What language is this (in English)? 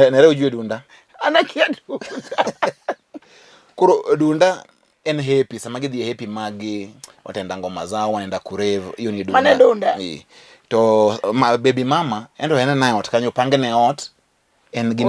Luo (Kenya and Tanzania)